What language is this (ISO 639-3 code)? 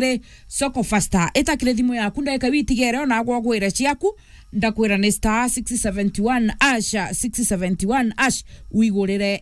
mer